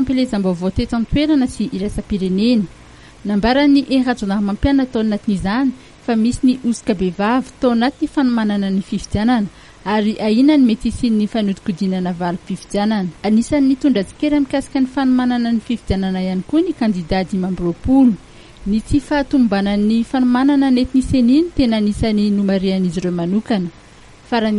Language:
Malagasy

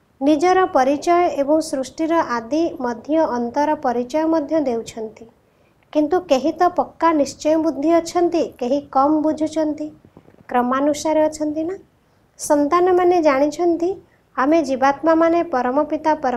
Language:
Odia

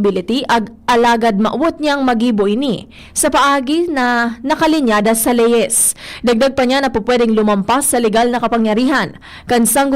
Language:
Bikol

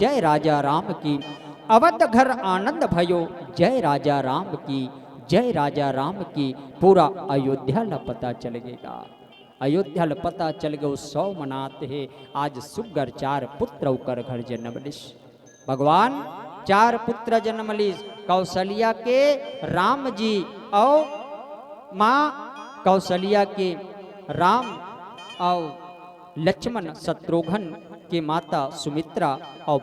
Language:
Chhattisgarhi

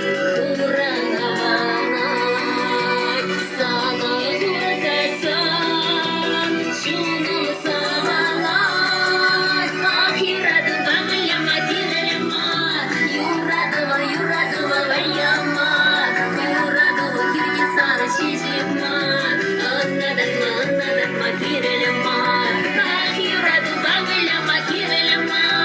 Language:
Chuvash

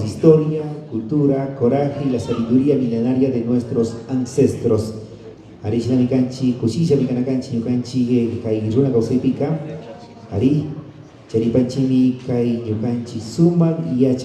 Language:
Imbabura Highland Quichua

